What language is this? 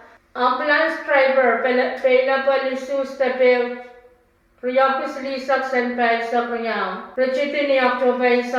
Pohnpeian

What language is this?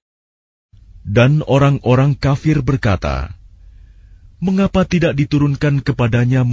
Indonesian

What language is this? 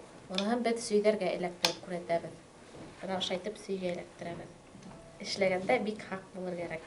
Bashkir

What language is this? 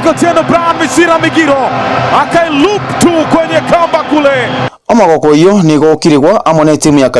Gusii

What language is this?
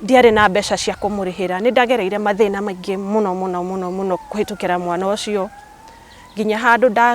Kikuyu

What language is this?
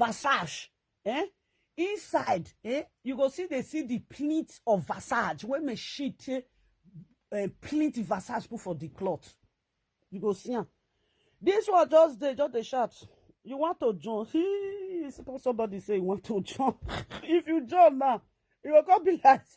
Nigerian Pidgin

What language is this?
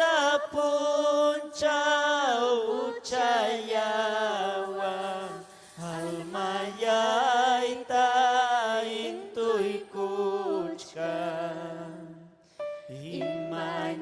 Ayacucho Quechua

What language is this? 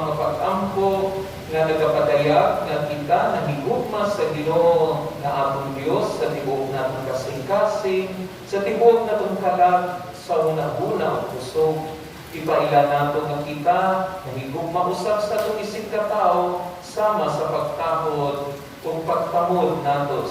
Cebuano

